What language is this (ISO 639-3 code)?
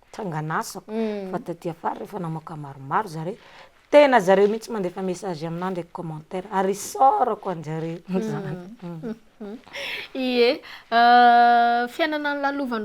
mlg